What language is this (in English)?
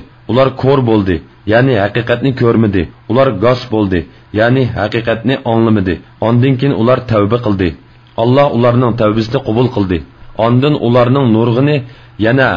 Uyghur